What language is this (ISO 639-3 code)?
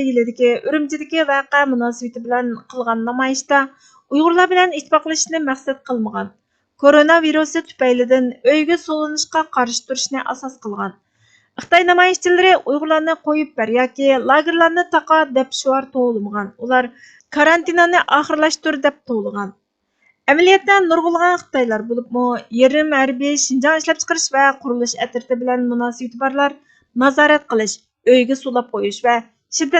uig